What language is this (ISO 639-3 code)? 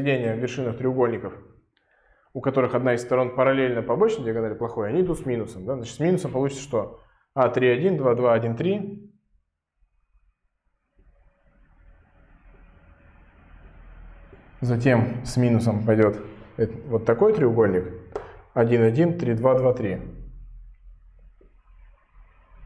rus